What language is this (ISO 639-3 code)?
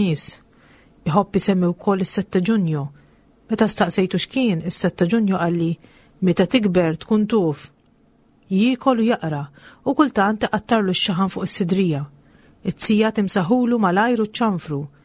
mlt